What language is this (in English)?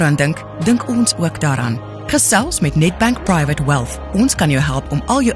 Afrikaans